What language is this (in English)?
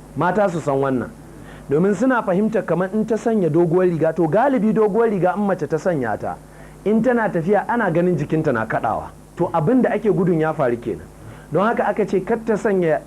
Hausa